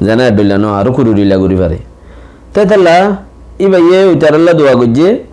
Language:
Rohingya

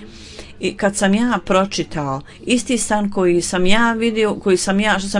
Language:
Bosnian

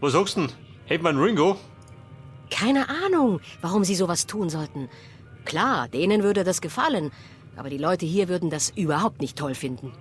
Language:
Bavarian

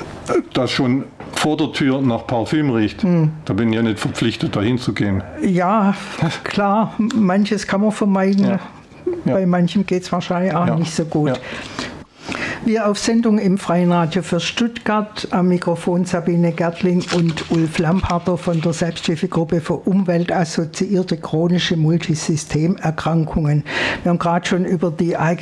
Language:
German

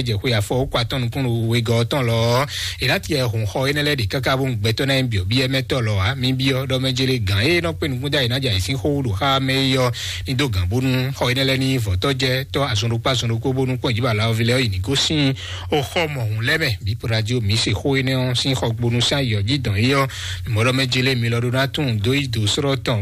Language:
Fon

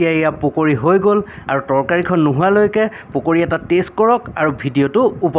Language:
Assamese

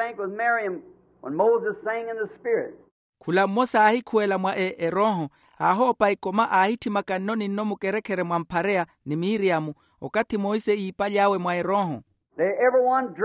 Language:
Makhuwa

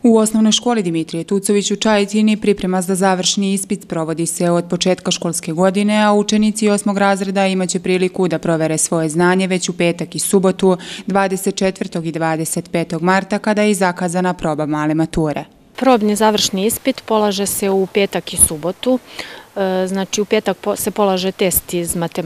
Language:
Serbian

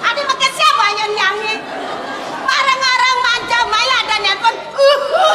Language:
Balinese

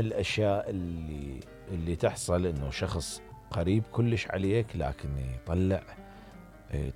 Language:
Mesopotamian Arabic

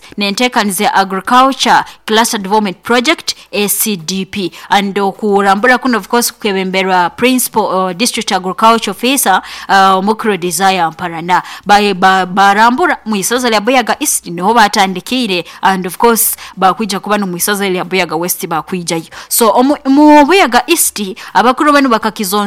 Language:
Nyoro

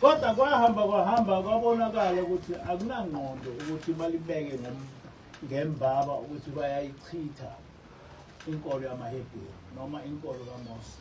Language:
Zulu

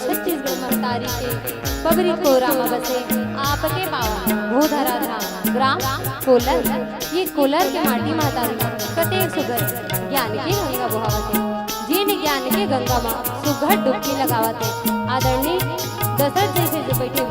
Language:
Chhattisgarhi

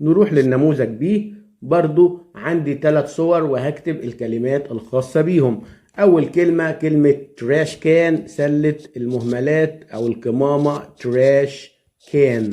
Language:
Egyptian Arabic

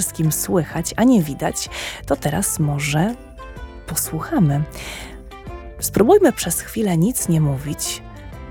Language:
Polish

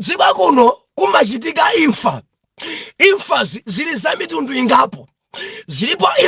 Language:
Nyanja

